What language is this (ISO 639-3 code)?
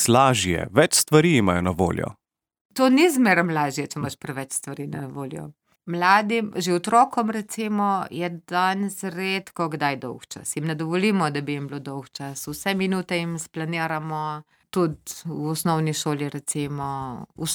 slv